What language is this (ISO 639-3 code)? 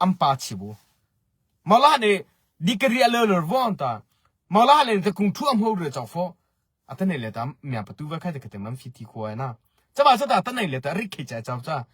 mrh